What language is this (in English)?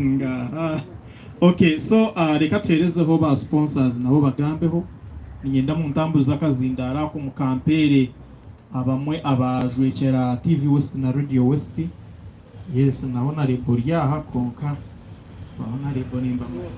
Nyankole